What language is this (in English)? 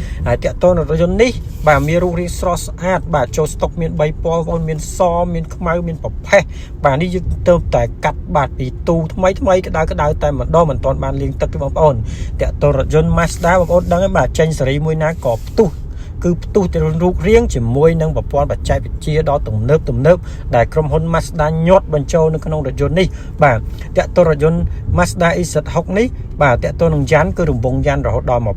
Khmer